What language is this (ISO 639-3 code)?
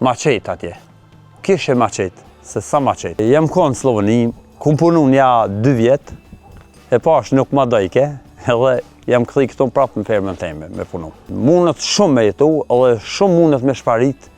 sqi